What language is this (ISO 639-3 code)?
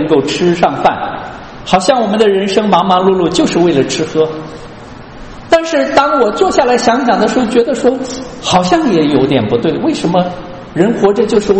zho